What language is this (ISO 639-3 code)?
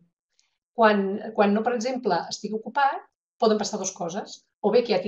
cat